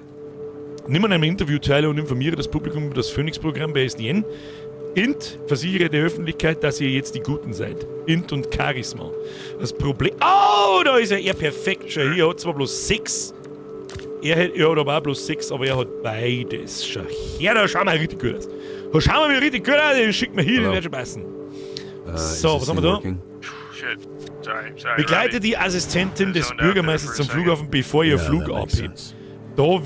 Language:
Bavarian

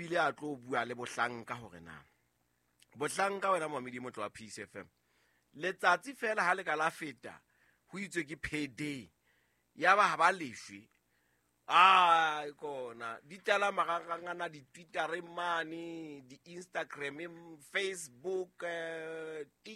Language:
Southern Sotho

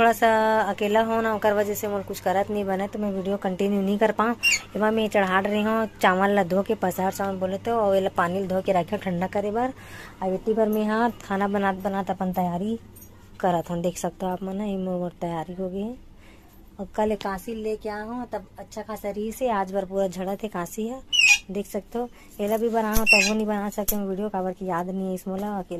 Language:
Chhattisgarhi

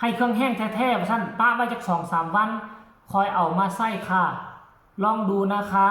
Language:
Northeastern Thai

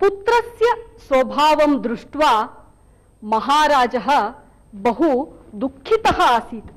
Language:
Sanskrit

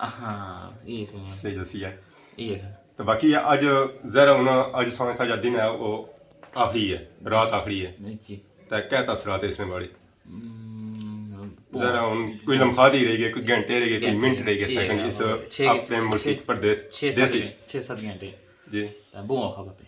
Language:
Pahari-Potwari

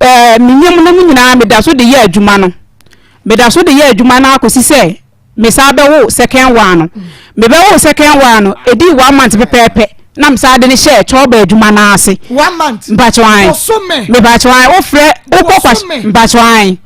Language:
Akan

